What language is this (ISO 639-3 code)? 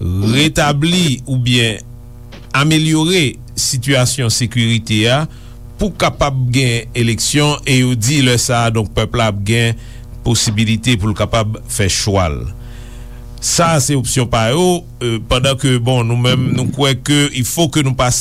hat